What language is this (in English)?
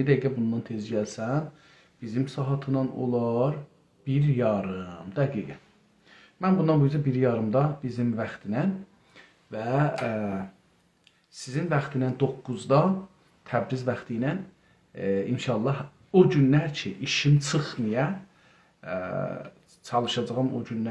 South Azerbaijani